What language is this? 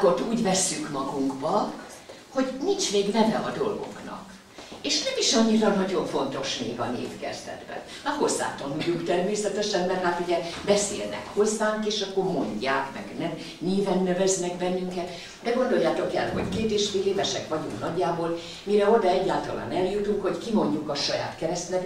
Hungarian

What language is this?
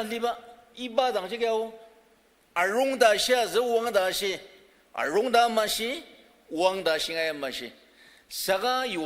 Ao Naga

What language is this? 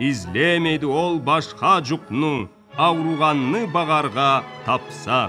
Karachay-Balkar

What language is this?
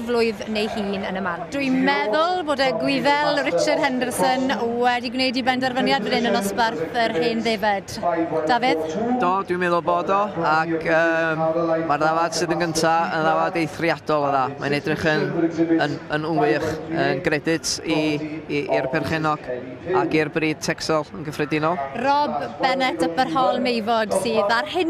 Welsh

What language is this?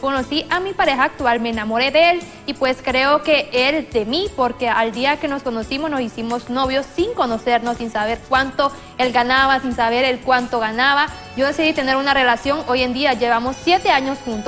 Spanish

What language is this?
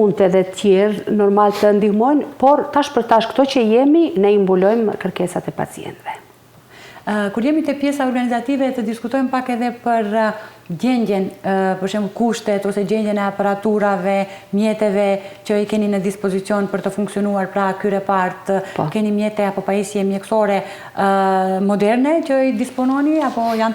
Albanian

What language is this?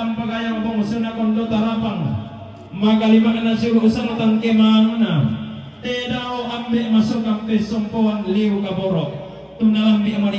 Toraja-Sa'dan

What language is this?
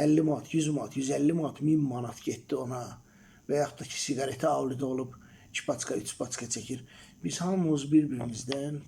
Azerbaijani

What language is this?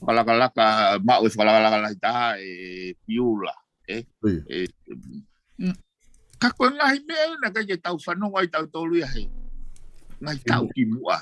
Tongan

